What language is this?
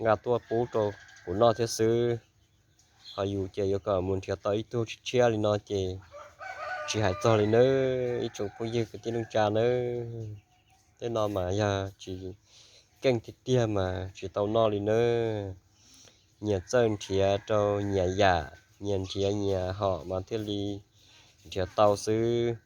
Hmong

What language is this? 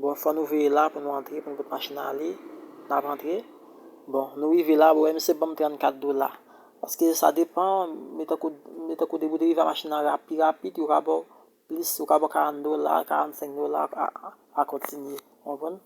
Haitian Creole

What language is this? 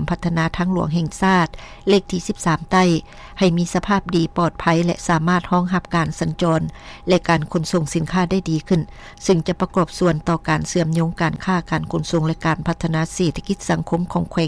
Lao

